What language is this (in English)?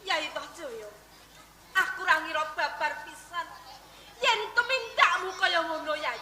Javanese